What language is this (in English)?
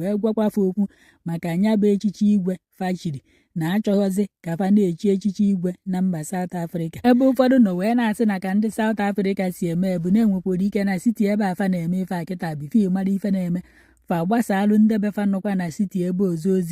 Igbo